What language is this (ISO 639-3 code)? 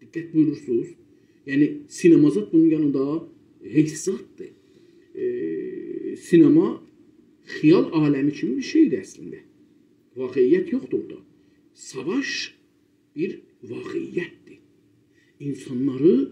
azb